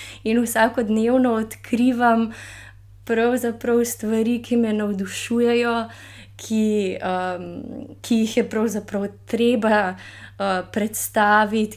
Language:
Slovenian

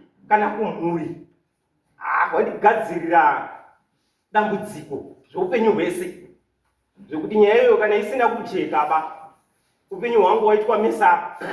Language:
Shona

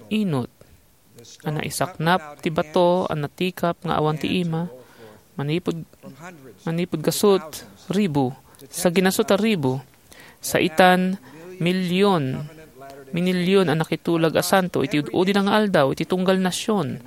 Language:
Iloko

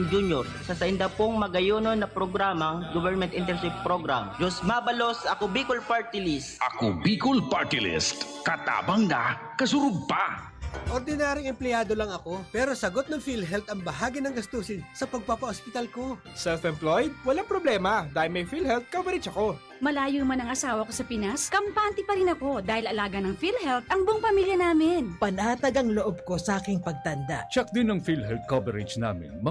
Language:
Bikol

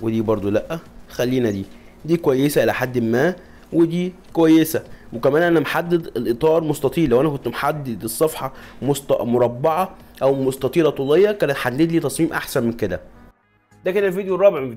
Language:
Egyptian Arabic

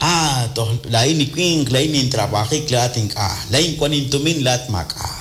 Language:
Kekchí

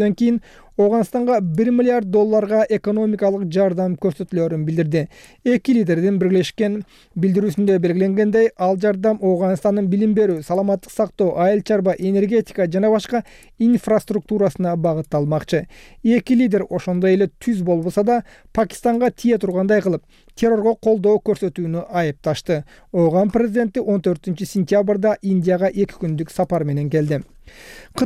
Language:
Kyrgyz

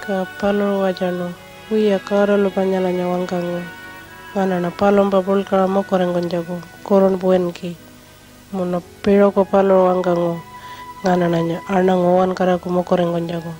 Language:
Pitjantjatjara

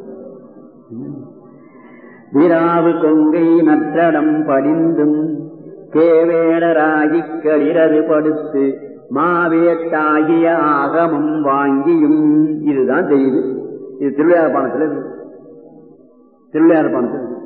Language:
Tamil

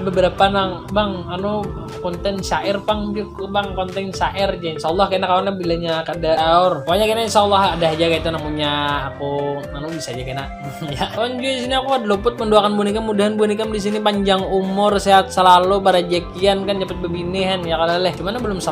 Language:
Banjar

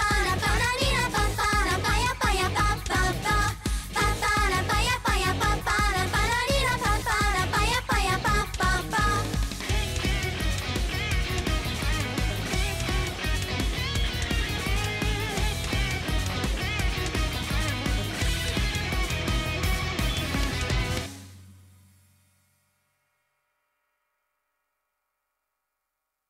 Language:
Japanese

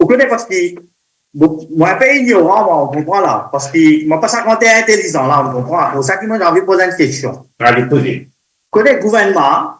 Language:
Morisyen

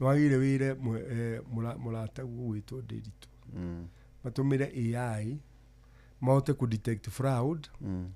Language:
Kikuyu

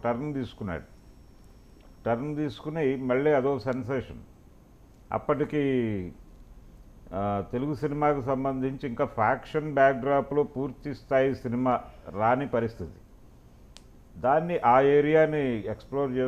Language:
Telugu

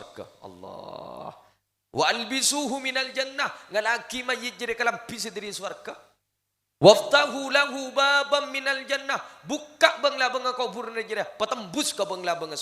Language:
Madurese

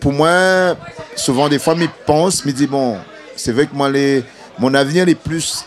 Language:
Réunion Creole French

